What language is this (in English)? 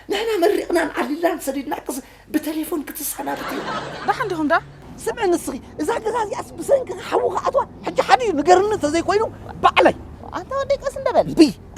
Tigrinya